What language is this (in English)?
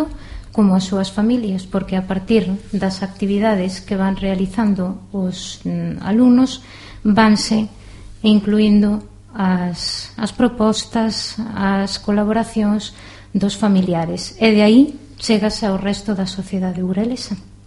Galician